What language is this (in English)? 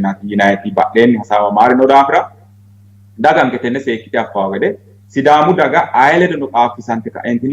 Sidamo